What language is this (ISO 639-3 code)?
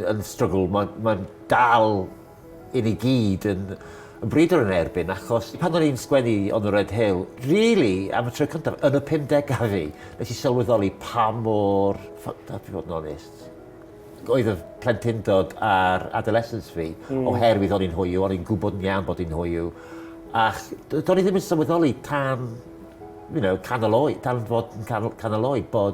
cym